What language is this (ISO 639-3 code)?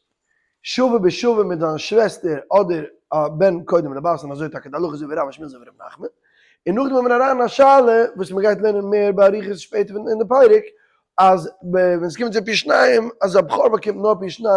yid